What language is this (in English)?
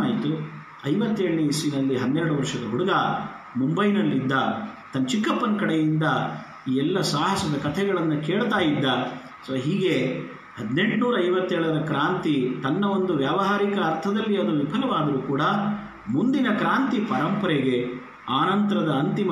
Kannada